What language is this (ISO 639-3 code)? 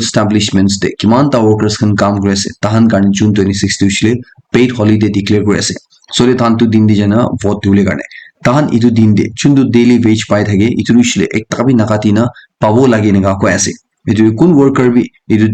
nag